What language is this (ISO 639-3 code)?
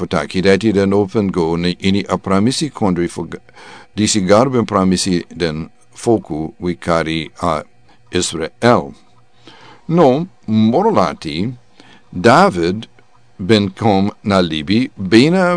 srn